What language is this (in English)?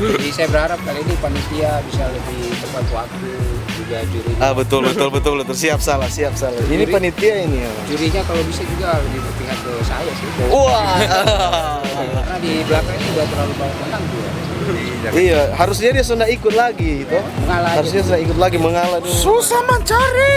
Manado Malay